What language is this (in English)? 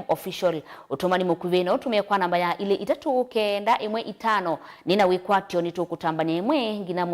Kamba